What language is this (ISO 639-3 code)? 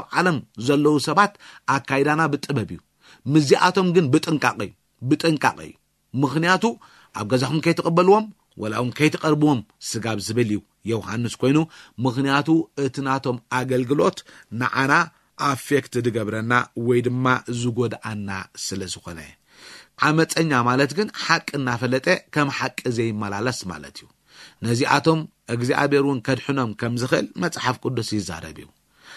tir